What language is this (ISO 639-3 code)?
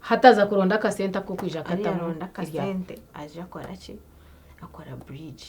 nyn